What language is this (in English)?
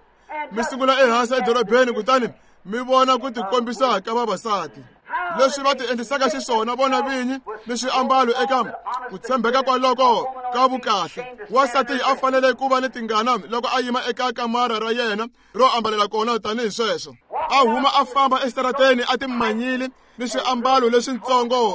Tsonga